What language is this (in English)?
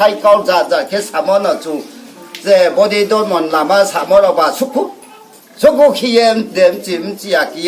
Riang (India)